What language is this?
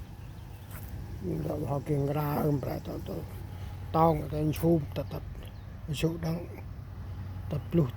Central Mnong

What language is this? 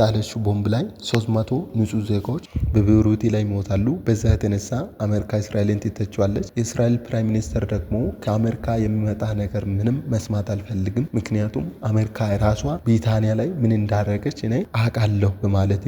Amharic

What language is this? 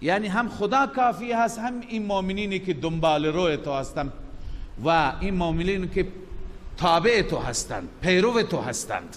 Persian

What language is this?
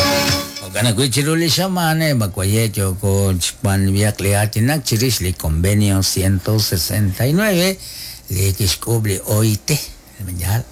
Kekchí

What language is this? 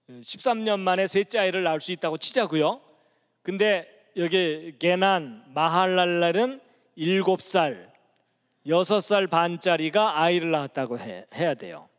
Korean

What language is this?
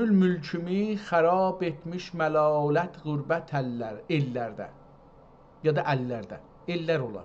South Azerbaijani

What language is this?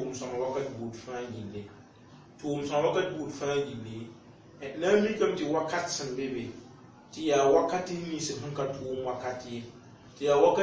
Mossi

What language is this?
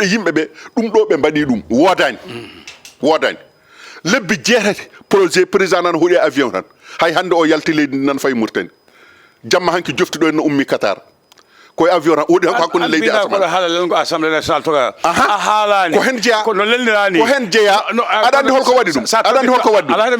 Fula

